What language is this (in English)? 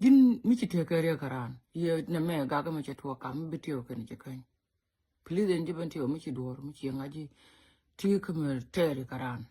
Nuer